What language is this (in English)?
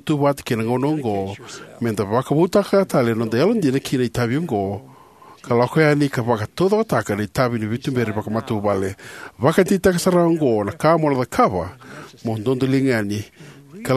Fijian